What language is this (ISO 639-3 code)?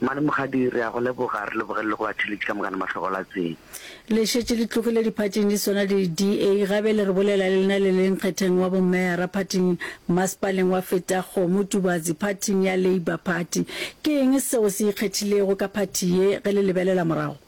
nso